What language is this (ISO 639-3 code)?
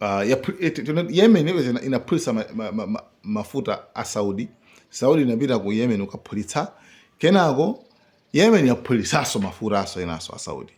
nya